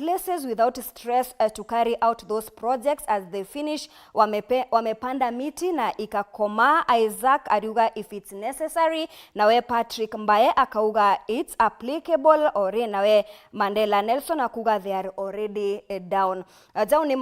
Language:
Meru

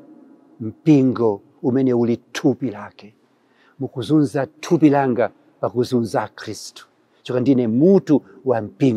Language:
Nyanja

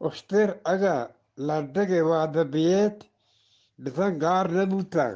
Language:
Eastern Balochi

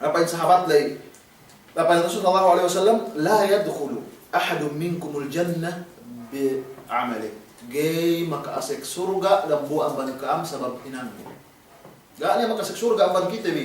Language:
Yakan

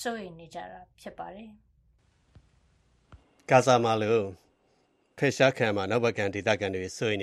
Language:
Burmese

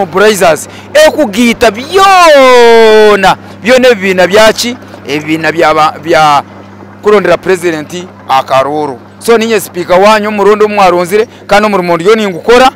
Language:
Nyankole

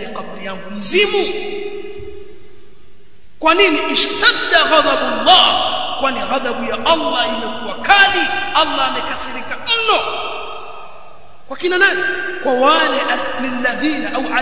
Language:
Swahili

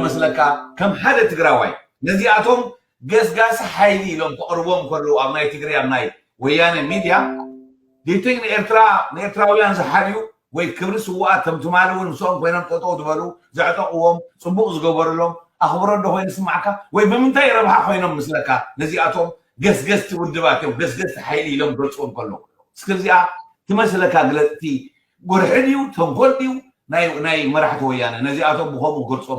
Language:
Tigrinya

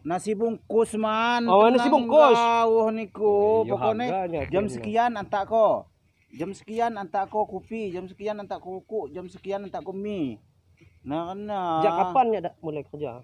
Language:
Lampung Api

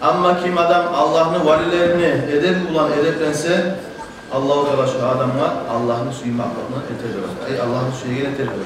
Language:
Kumyk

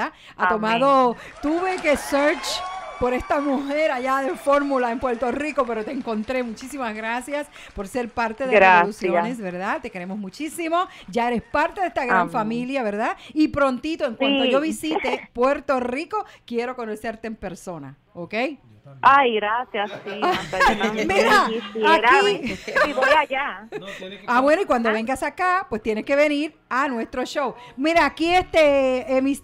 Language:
Spanish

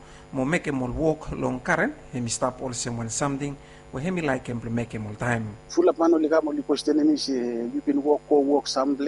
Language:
Bislama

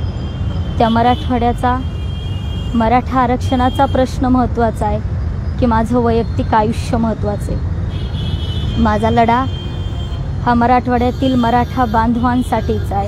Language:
Marathi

